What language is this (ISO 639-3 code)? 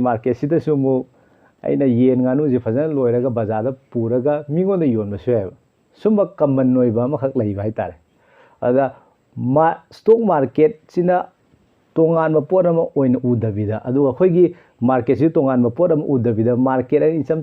mni